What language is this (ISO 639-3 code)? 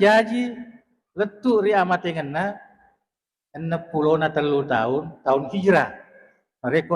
bug